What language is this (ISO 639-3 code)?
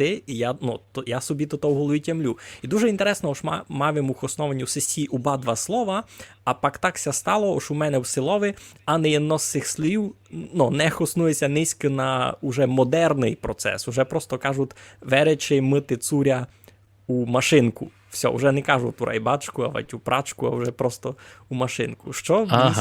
rue